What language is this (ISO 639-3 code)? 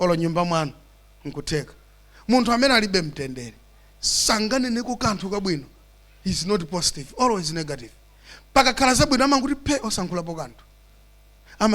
nya